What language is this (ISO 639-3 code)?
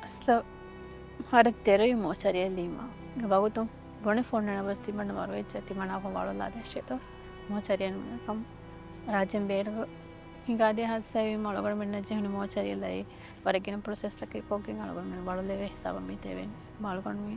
div